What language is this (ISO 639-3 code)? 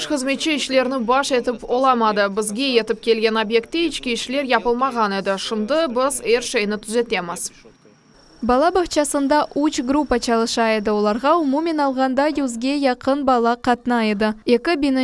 crh